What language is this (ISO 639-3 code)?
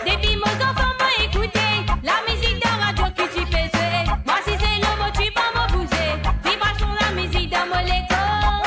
mfe